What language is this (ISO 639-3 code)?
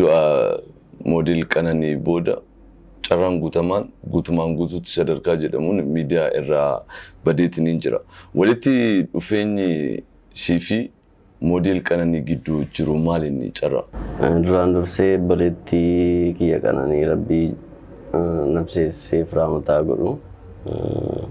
orm